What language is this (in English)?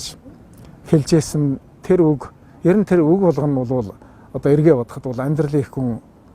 Mongolian